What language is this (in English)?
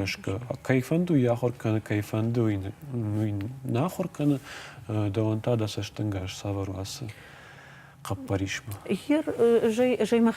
Ossetic